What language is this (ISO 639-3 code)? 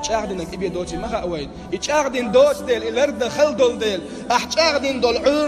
che